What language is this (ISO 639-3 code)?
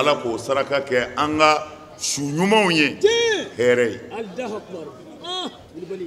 bam